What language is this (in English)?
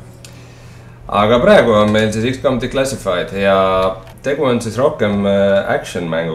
Estonian